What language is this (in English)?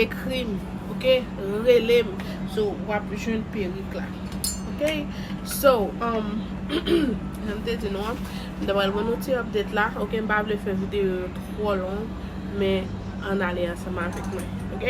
Haitian Creole